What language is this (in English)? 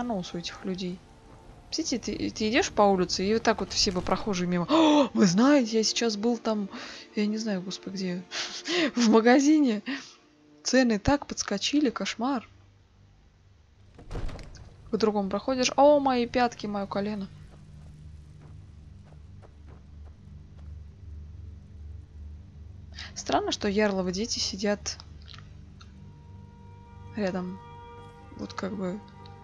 Russian